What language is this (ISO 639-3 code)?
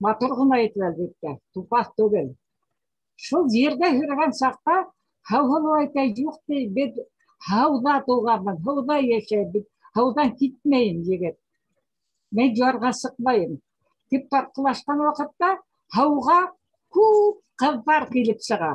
bak